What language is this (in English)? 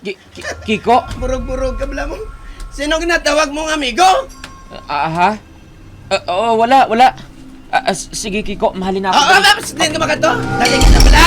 Hiligaynon